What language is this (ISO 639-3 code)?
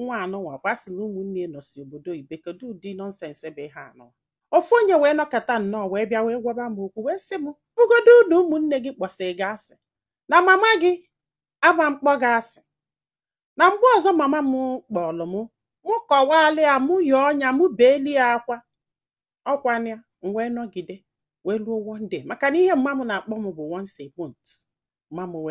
ibo